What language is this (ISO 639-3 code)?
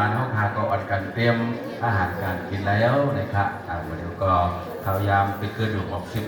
shn